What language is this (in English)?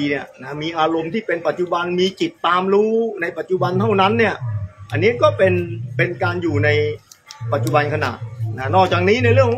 Thai